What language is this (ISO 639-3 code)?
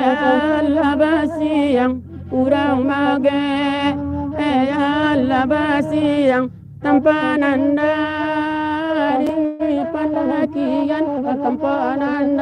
min